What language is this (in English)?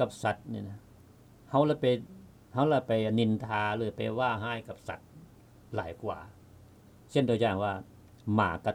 Lao